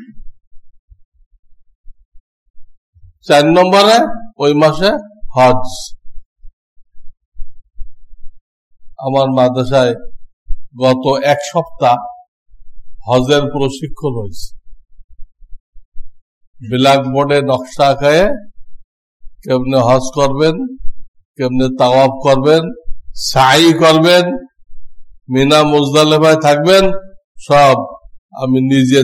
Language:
Bangla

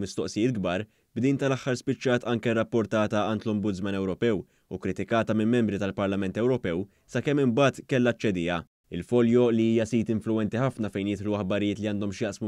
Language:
Maltese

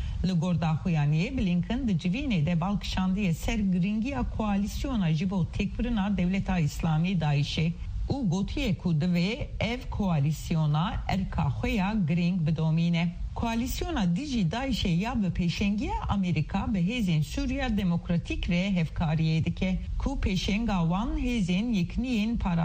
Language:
Kurdish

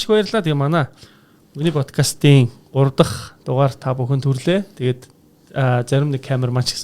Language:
Mongolian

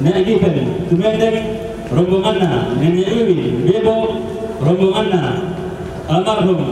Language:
Toraja-Sa'dan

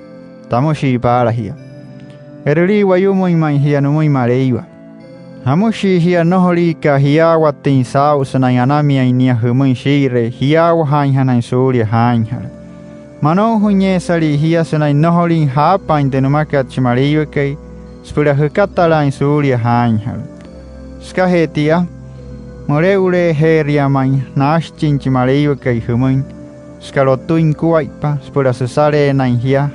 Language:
Wayuu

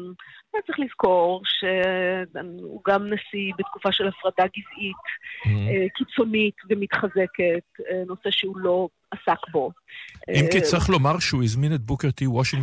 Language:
Hebrew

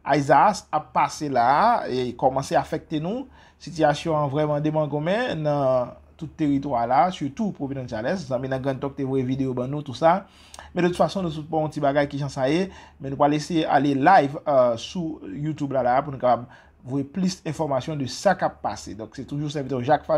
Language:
Haitian Creole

